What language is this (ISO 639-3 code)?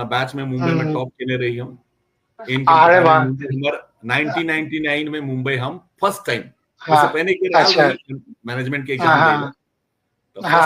mai